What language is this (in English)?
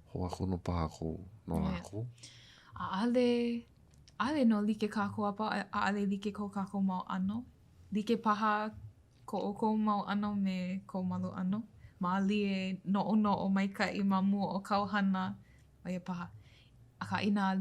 Hawaiian